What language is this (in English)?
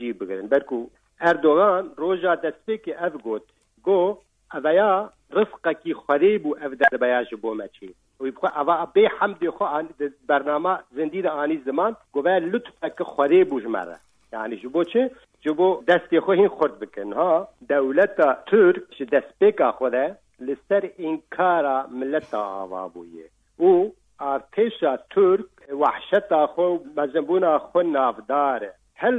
Kurdish